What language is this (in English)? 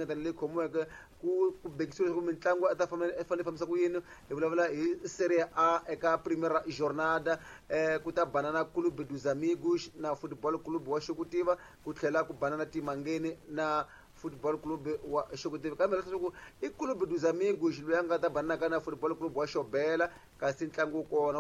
Tsonga